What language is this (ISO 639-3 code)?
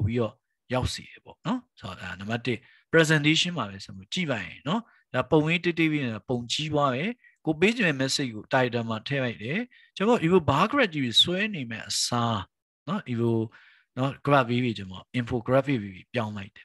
mya